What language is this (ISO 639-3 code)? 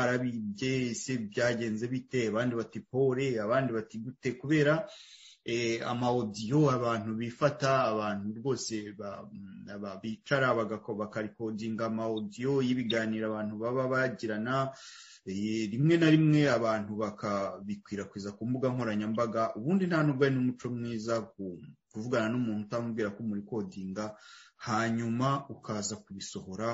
kin